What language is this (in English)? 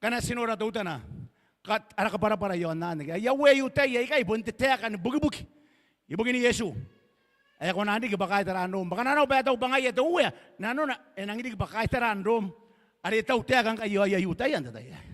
Gilbertese